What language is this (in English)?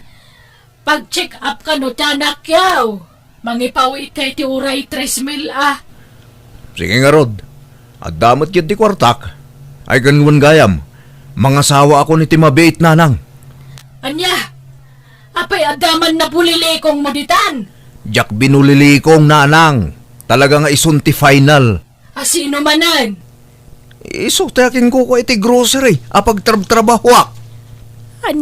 Iloko